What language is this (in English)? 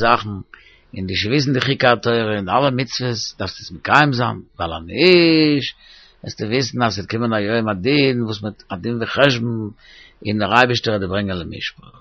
Yiddish